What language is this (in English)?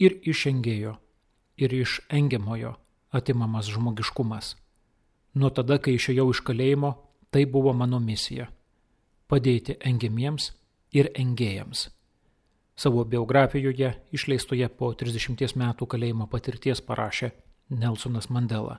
Lithuanian